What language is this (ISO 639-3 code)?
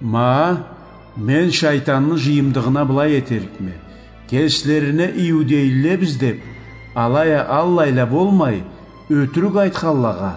krc